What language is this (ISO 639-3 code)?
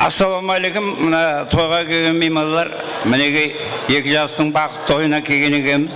kaa